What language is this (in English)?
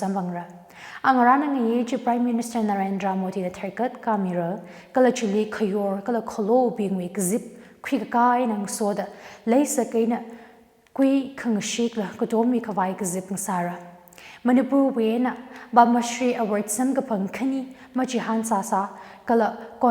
Tangkhul Naga (India)